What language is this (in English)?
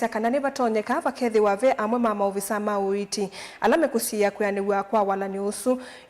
Kamba